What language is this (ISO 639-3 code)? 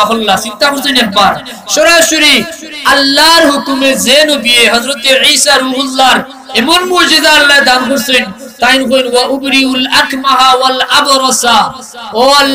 syl